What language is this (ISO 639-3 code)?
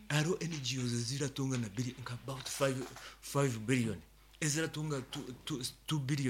nyn